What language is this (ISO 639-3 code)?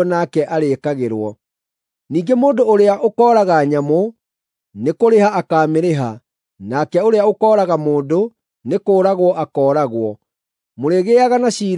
kik